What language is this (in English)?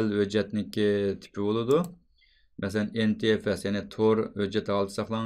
Uyghur